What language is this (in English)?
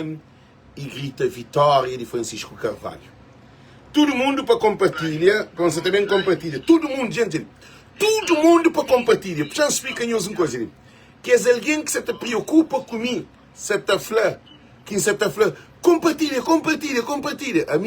Kabuverdianu